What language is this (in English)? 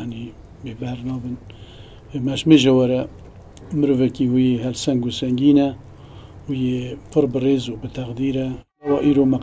Kurdish